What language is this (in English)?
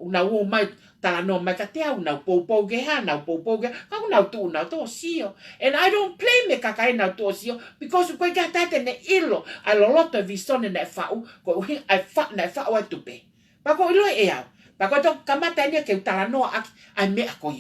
Tongan